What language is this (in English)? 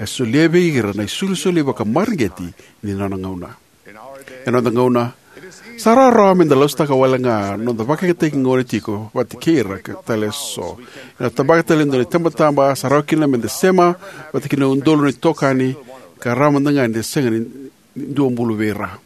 Fijian